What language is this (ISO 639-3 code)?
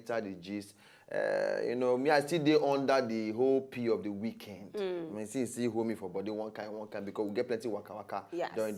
pcm